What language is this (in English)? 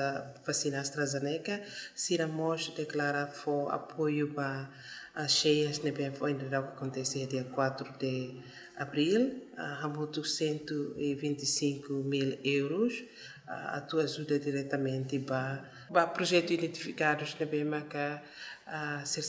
Tetum